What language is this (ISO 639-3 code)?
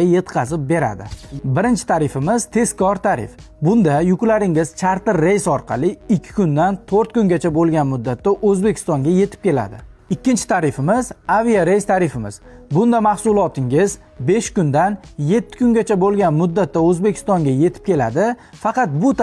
uzb